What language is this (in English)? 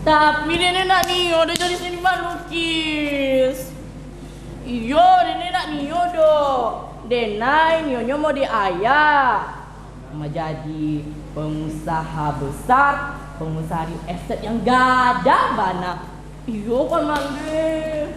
Minangkabau